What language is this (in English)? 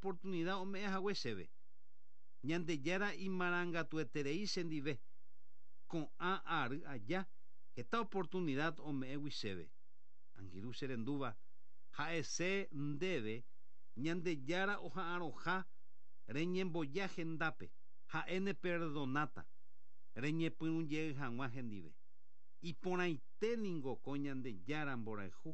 Guarani